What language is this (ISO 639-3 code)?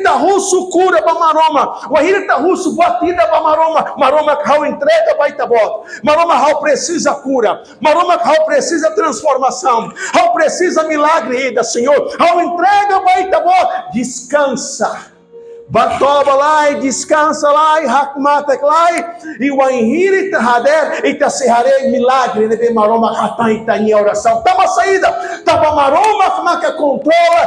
tet